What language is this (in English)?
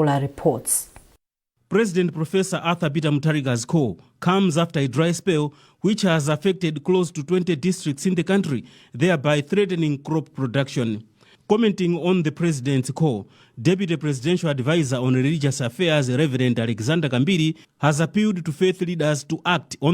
English